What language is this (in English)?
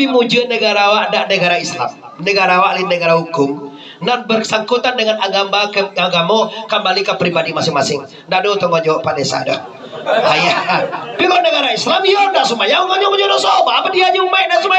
Minangkabau